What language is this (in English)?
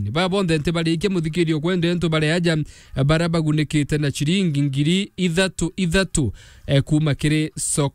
Meru